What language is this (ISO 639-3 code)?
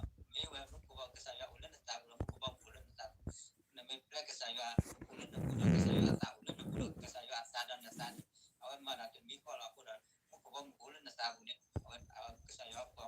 ksw